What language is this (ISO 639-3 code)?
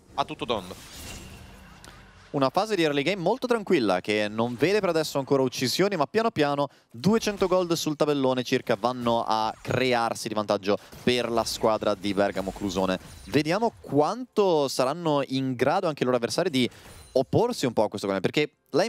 ita